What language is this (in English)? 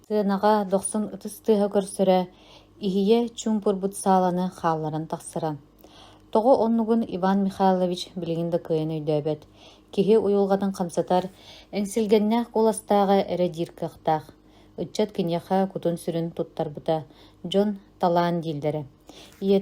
Yakut